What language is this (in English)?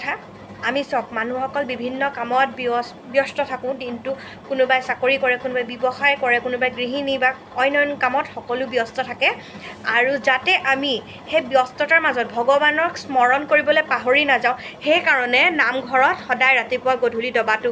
Assamese